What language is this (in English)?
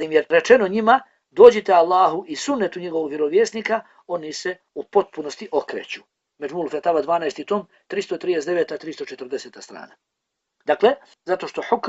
Bosnian